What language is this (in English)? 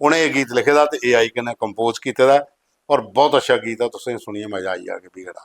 Dogri